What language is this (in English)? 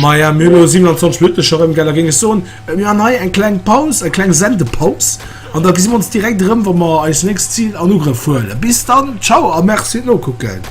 Luxembourgish